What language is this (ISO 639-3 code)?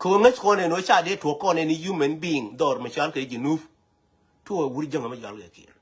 nus